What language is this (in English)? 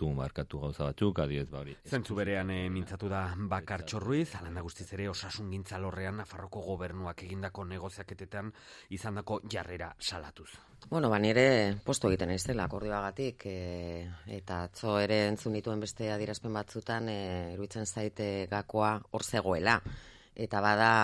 Basque